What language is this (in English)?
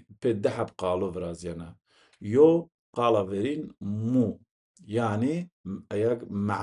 Zaza